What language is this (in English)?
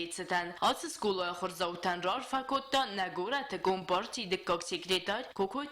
Ossetic